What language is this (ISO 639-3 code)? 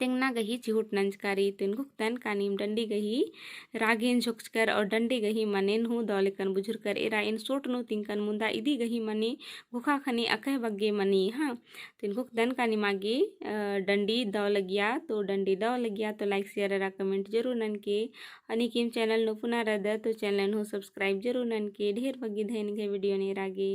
kru